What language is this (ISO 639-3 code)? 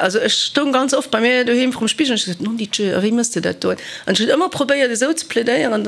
ltz